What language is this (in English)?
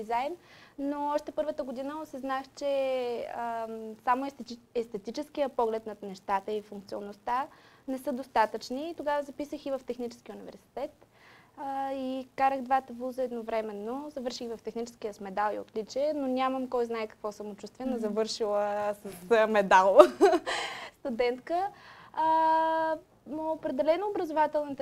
Bulgarian